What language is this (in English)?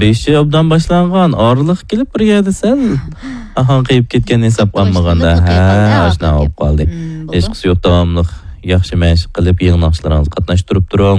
Uyghur